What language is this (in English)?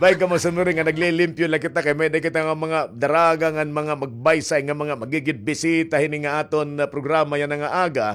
Waray